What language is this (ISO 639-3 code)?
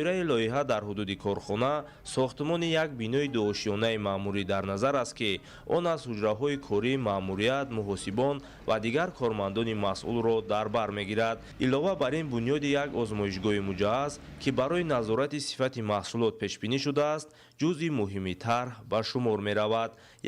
tgk